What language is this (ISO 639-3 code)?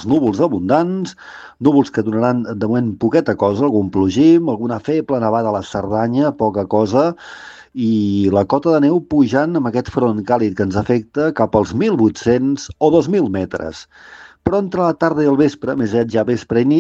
cat